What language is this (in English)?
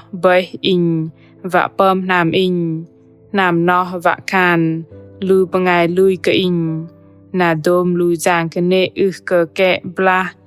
Bahnar